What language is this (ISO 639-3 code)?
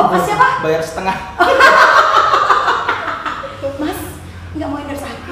ind